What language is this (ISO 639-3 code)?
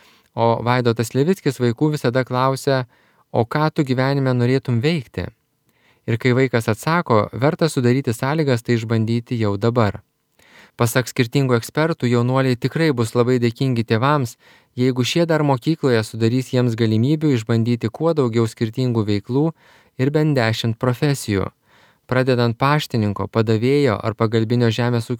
lit